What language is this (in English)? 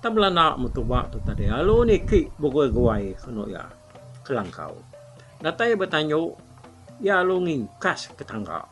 Iban